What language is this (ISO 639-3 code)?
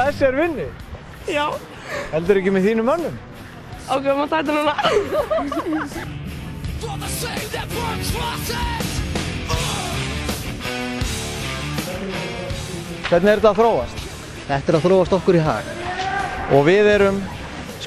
isl